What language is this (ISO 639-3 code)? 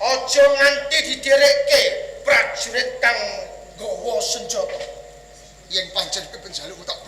jav